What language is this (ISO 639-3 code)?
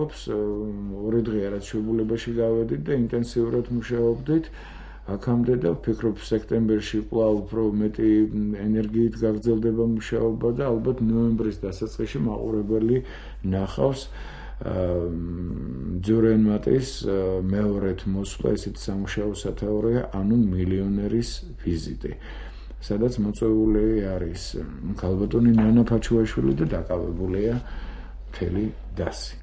kat